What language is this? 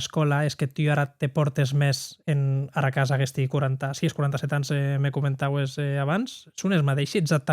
Occitan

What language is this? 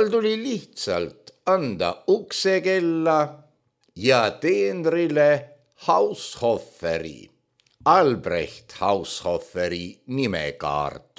Estonian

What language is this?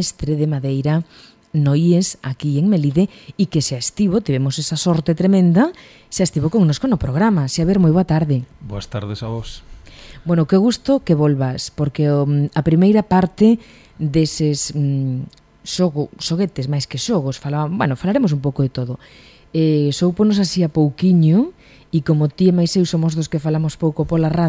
Galician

